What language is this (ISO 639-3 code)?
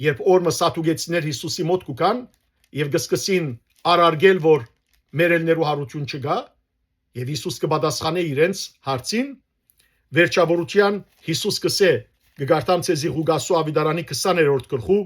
hyw